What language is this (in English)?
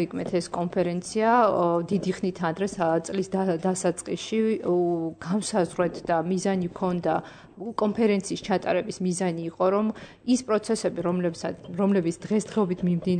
Georgian